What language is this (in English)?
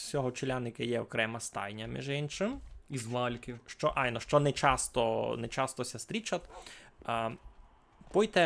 Rusyn